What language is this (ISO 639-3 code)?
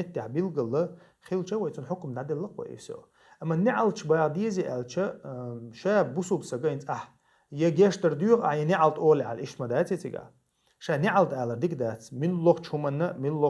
che